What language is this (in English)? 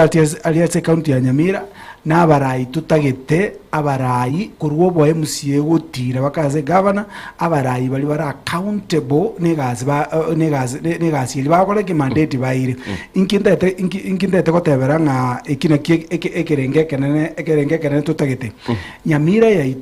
Gusii